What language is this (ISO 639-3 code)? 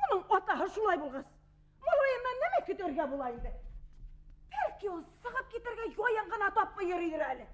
bak